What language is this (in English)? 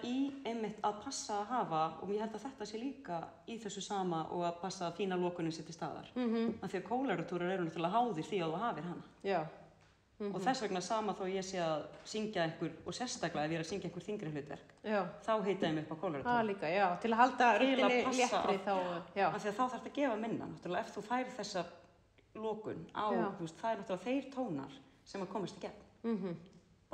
Icelandic